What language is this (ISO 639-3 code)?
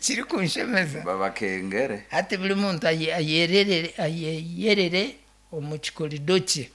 nyn